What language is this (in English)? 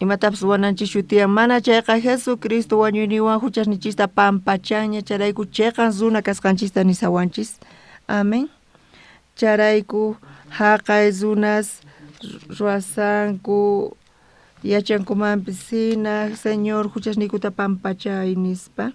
South Bolivian Quechua